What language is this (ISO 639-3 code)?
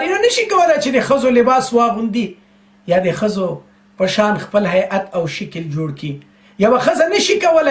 pus